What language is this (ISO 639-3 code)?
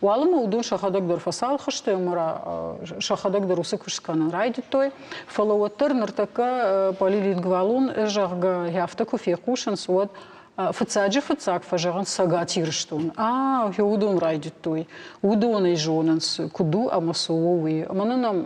oss